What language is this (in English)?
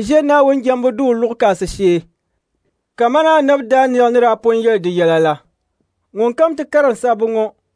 Dagbani